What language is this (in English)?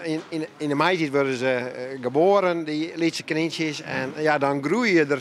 Western Frisian